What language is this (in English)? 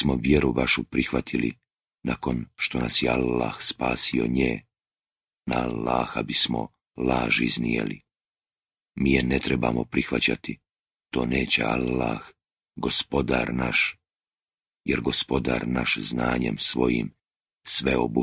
Croatian